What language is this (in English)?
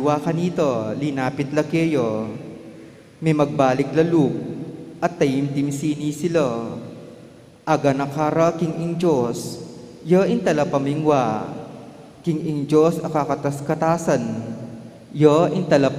Pampanga